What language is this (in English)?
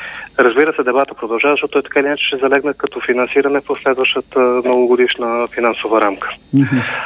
Bulgarian